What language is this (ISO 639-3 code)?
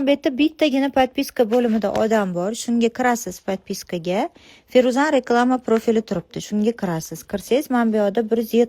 uzb